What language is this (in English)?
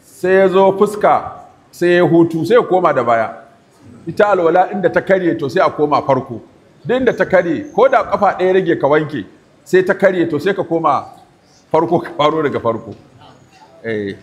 Hausa